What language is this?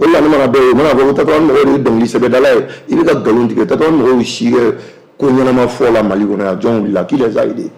Bambara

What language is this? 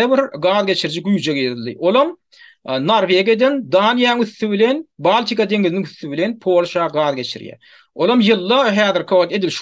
Turkmen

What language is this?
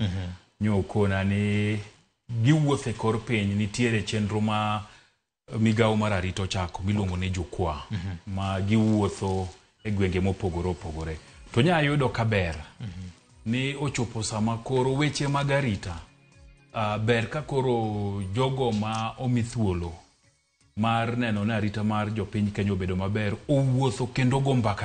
Luo (Kenya and Tanzania)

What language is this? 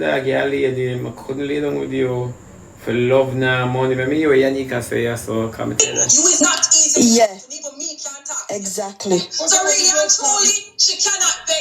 Jamaican Creole English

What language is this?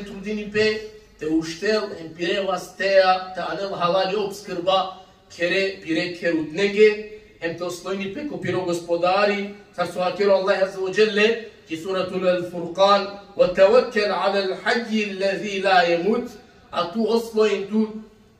Balkan Romani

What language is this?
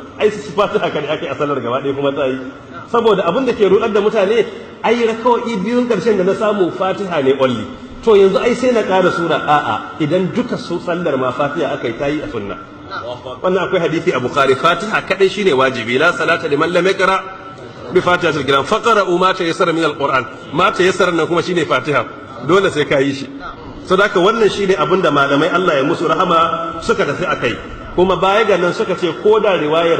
Hausa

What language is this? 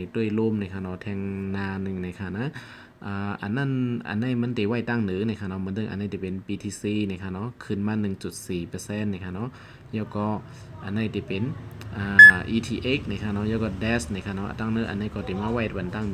Shan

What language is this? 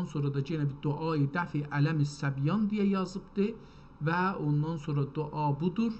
South Azerbaijani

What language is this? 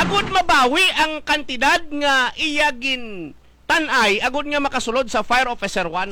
Hiligaynon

